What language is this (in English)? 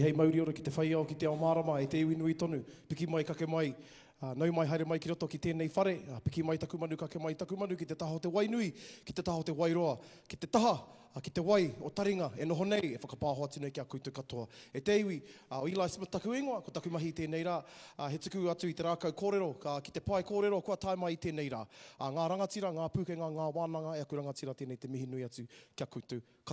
Māori